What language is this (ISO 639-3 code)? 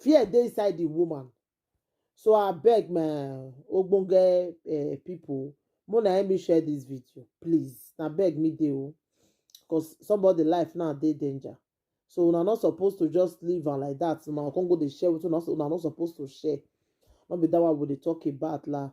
pcm